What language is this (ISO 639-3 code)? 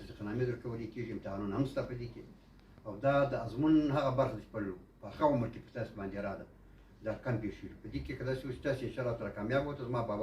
pus